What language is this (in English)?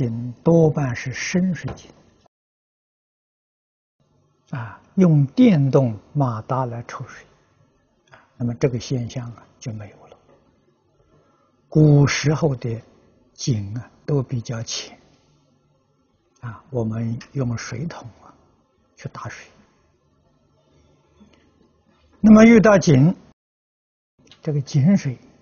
Chinese